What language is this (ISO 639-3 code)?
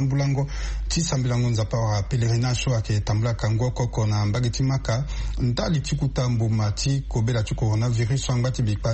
sag